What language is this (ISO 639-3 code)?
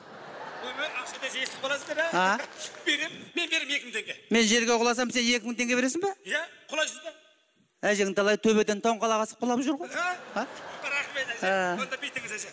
kaz